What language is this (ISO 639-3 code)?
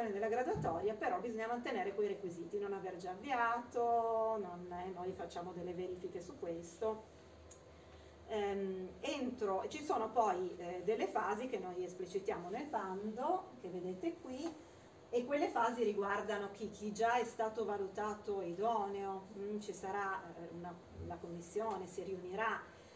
ita